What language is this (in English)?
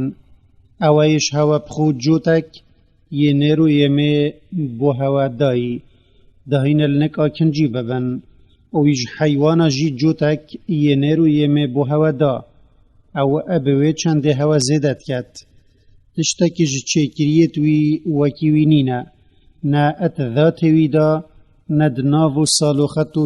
Kurdish